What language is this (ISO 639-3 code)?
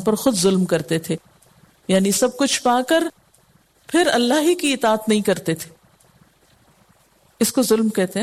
urd